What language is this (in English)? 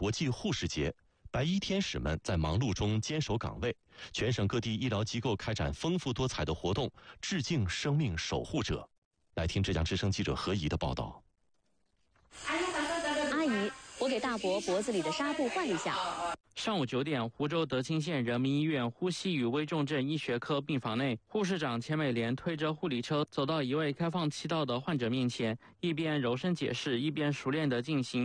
Chinese